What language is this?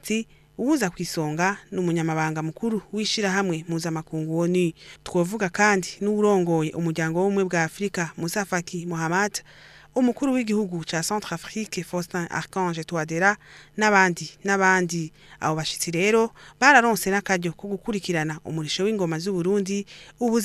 Rundi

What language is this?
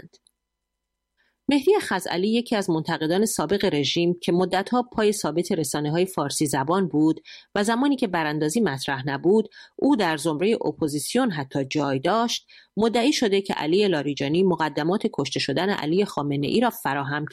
Persian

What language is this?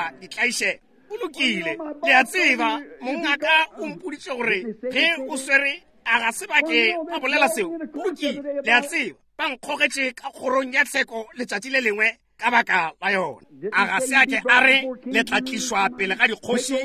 Northern Sotho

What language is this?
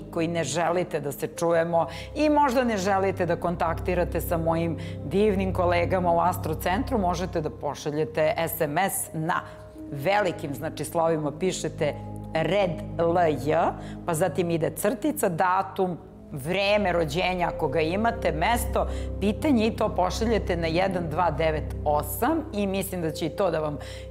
Serbian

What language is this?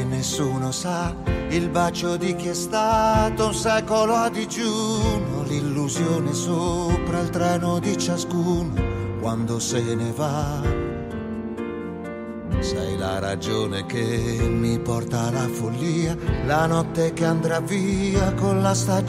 Italian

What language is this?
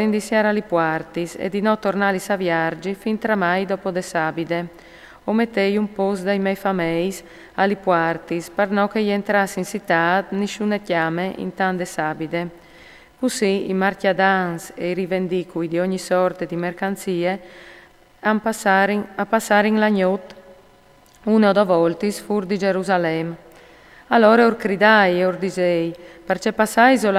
Friulian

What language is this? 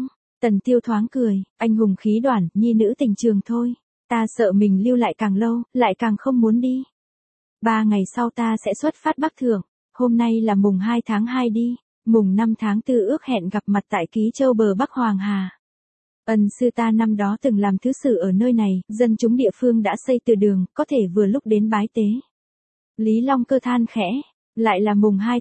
Vietnamese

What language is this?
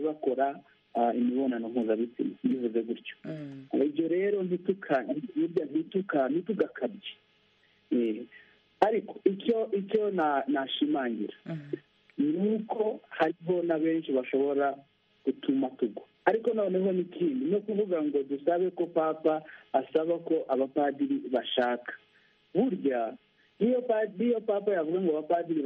Kinyarwanda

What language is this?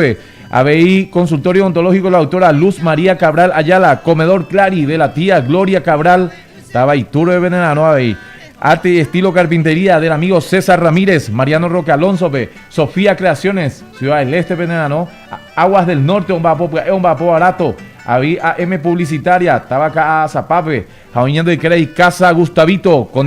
Guarani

